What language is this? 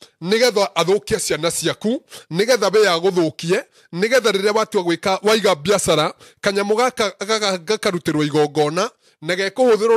Kikuyu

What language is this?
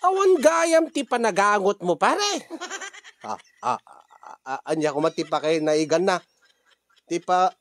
Iloko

